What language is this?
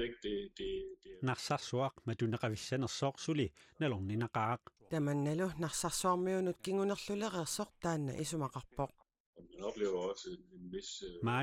Kalaallisut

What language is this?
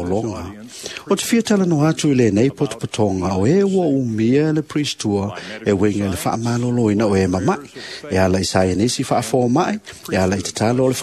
Samoan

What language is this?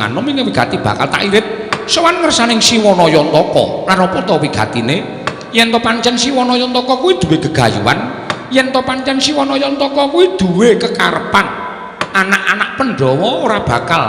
Javanese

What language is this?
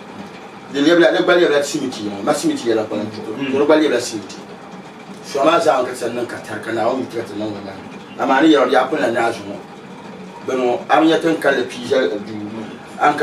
Dagbani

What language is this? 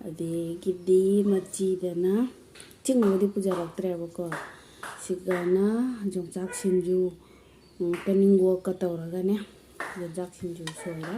Manipuri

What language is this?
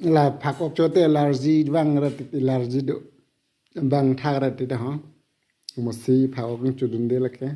Karbi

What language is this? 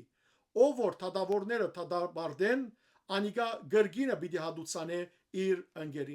Western Armenian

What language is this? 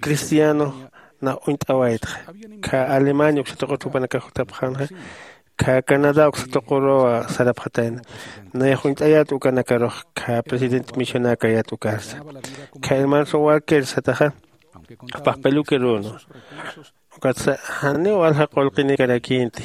Aymara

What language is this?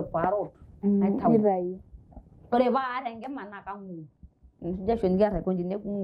Masai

